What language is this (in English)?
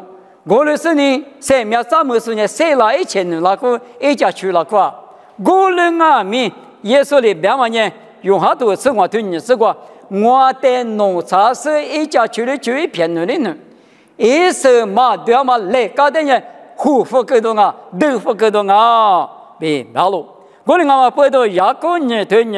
Lisu